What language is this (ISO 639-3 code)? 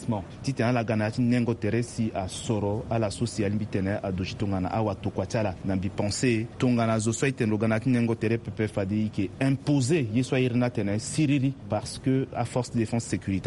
sag